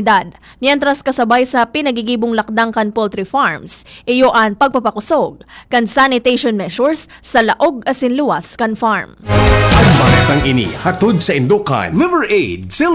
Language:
Bikol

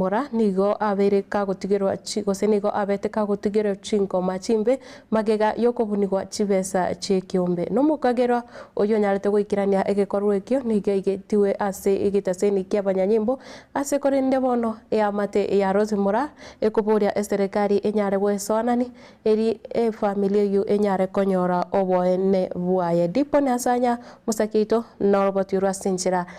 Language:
Gusii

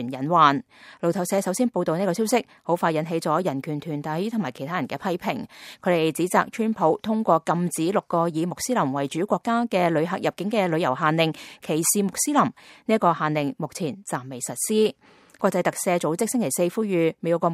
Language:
Cantonese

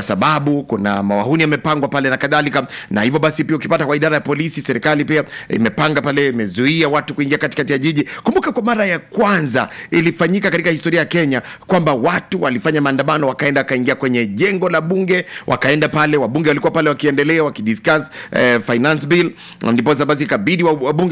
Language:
Swahili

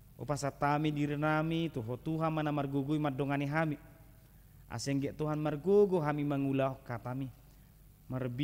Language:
Batak Toba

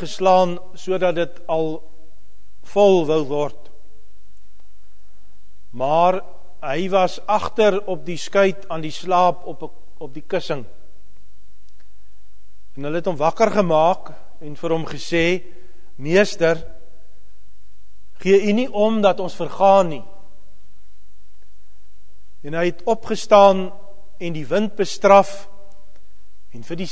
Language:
Afrikaans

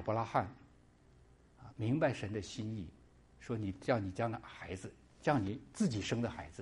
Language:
Chinese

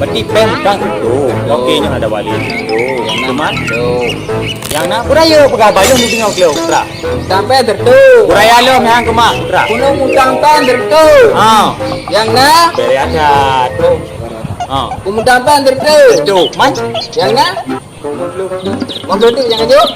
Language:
Achinese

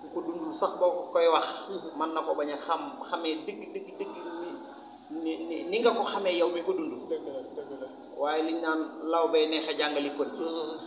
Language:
Wolof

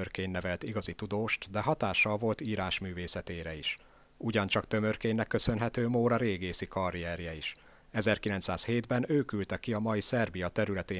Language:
Hungarian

